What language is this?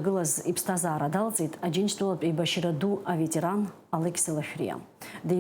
Abkhazian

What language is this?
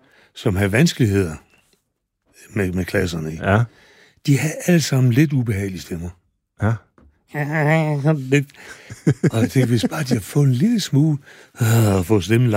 Danish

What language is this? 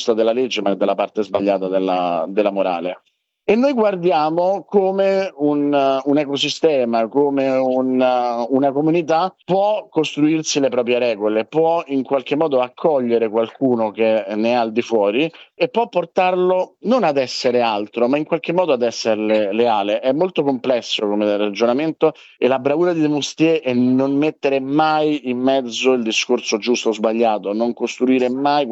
Italian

